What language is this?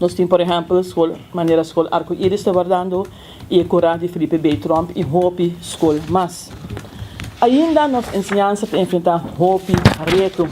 Papiamento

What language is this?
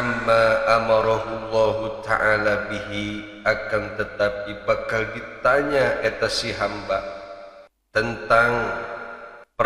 Sundanese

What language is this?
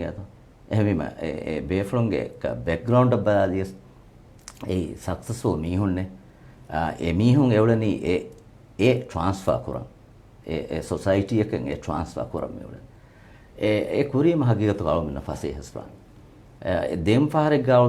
Divehi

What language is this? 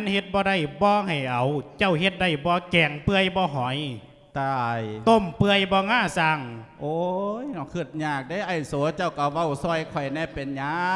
Lao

